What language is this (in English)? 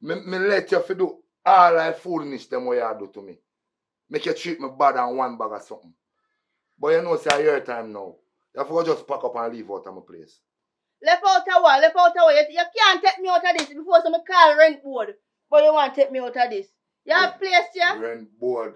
Jamaican Creole English